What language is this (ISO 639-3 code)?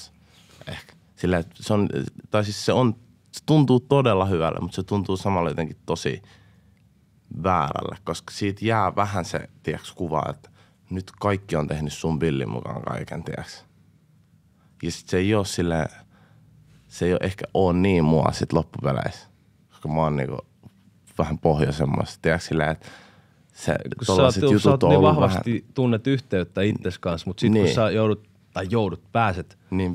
fin